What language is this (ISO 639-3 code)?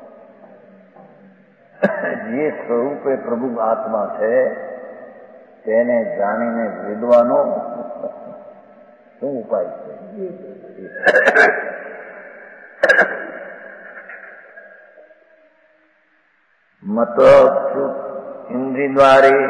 guj